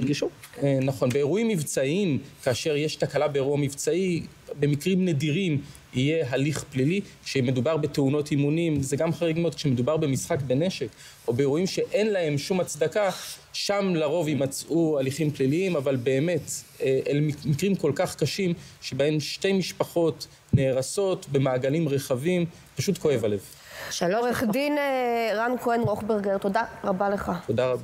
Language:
Hebrew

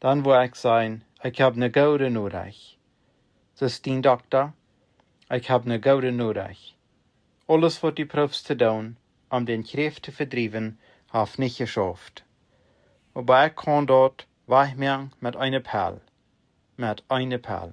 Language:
Plautdietsch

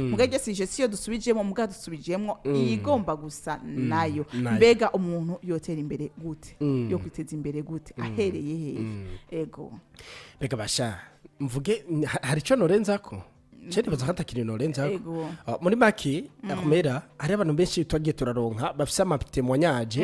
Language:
Rundi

